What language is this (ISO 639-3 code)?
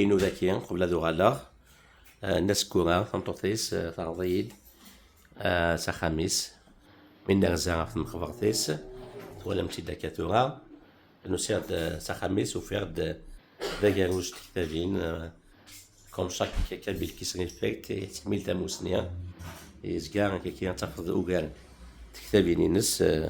kab